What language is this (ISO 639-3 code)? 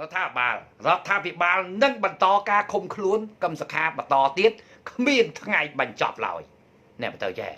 khm